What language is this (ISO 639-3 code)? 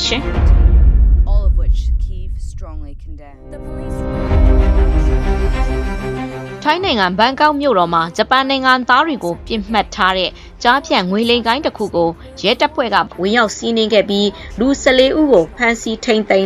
mya